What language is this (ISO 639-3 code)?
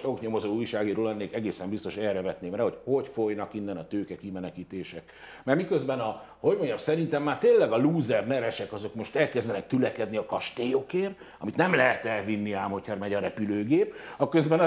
hun